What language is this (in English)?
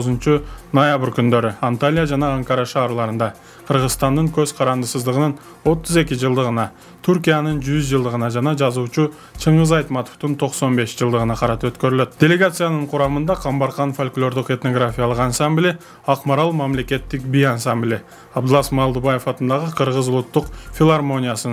Kyrgyz